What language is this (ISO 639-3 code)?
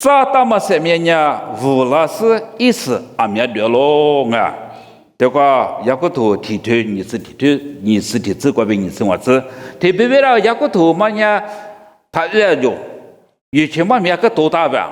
lis